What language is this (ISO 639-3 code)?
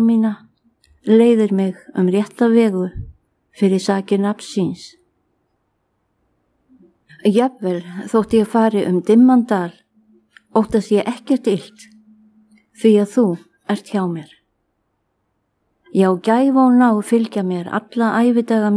isl